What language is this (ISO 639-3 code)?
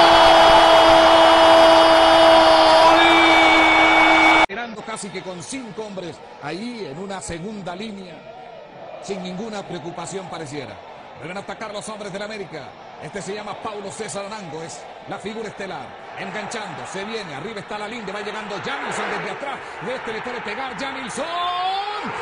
spa